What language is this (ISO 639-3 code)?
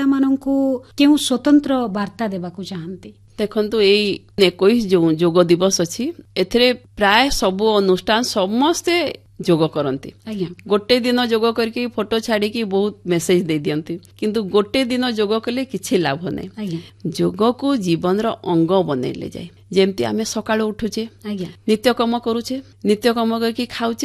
ori